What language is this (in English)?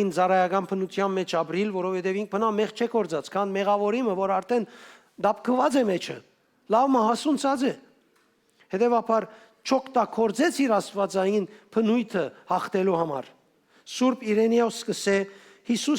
Western Armenian